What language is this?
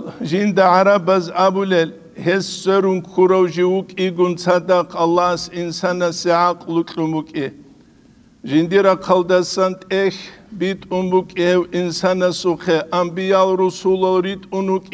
Avaric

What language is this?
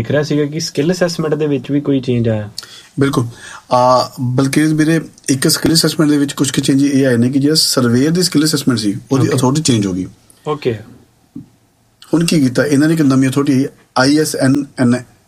Punjabi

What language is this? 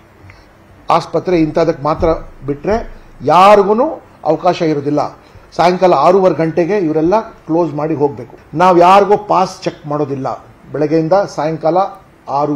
Kannada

